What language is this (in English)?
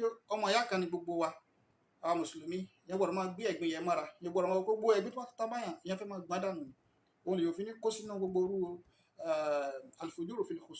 Yoruba